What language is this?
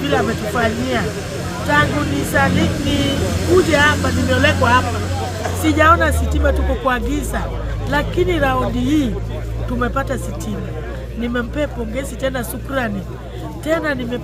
Gusii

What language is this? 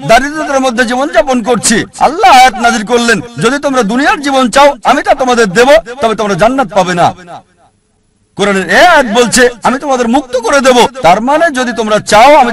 Bangla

